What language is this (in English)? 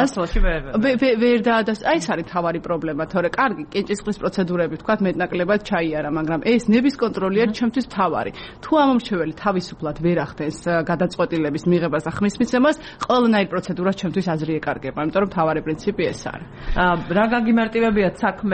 Georgian